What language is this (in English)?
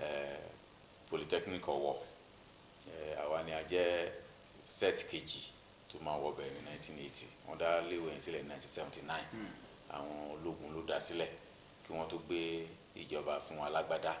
Yoruba